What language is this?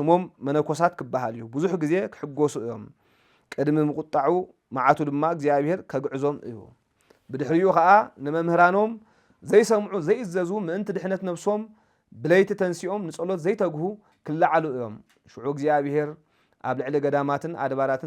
Tigrinya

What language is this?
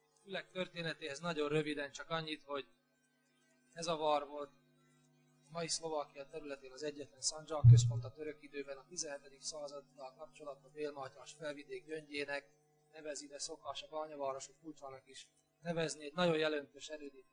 Hungarian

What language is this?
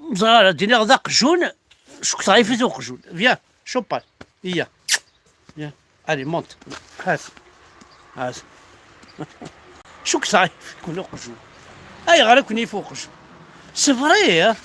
Kabyle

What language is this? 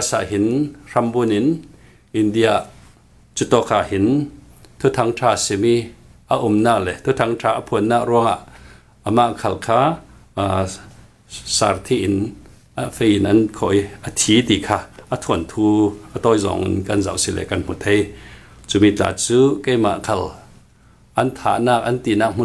Falam Chin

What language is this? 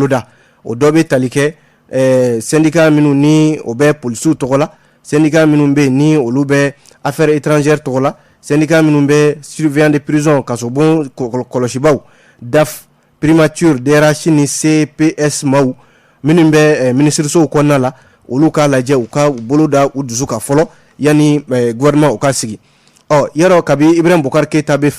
Bambara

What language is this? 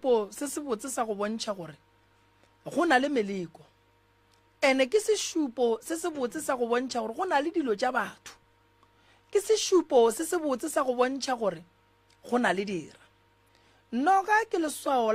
Northern Sotho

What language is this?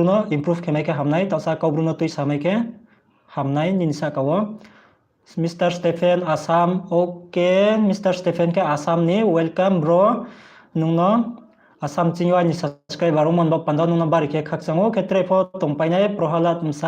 Riang (India)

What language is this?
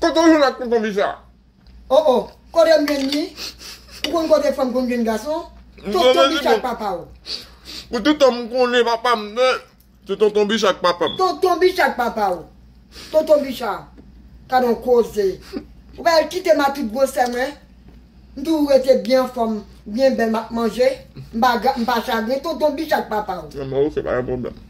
Haitian Creole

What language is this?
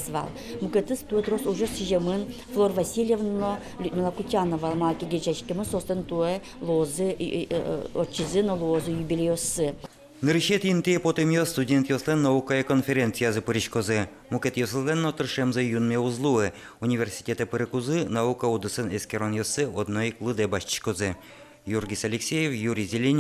Udmurt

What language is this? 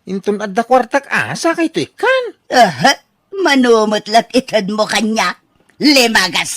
Iloko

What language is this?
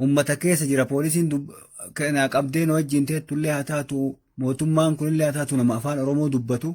Oromo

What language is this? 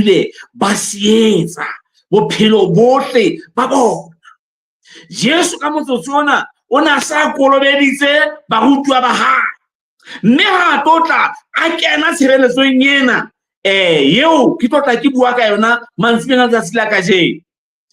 Southern Sotho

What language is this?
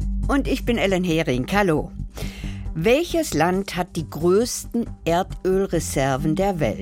German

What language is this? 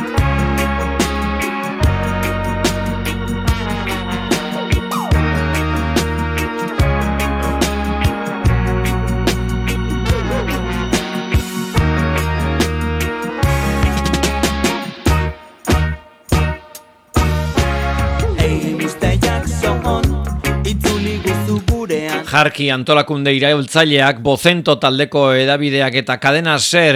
Basque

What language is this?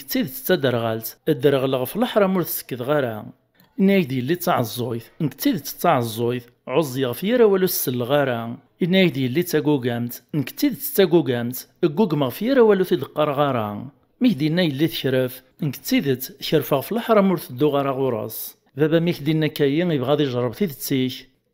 Kabyle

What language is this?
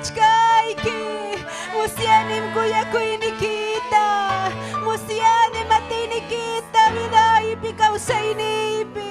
Ayacucho Quechua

